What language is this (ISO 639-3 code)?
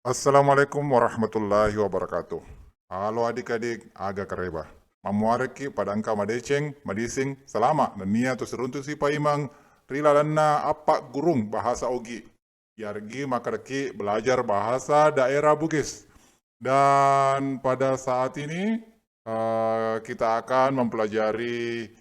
bug